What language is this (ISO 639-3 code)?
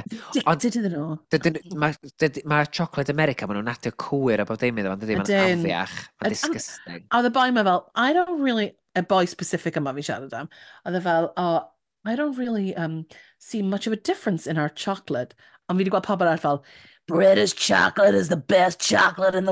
cym